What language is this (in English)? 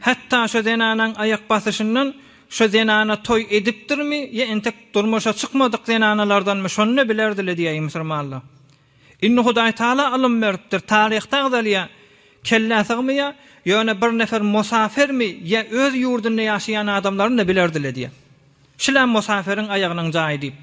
Turkmen